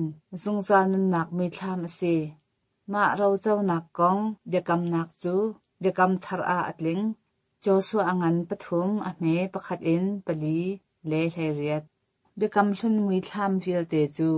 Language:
Hakha Chin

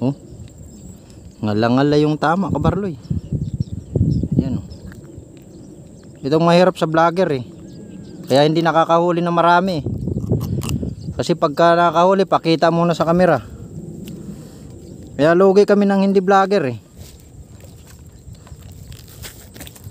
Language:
Filipino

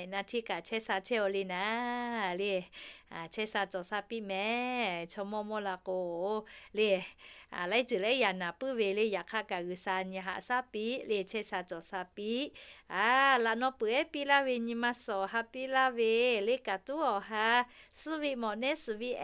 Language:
Lahu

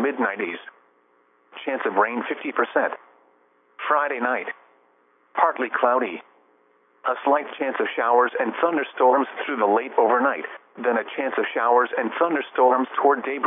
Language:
English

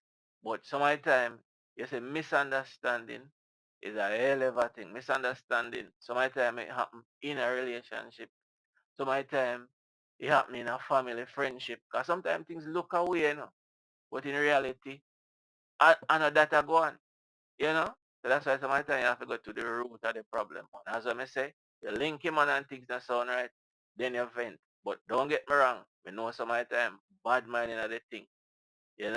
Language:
Jamaican Creole English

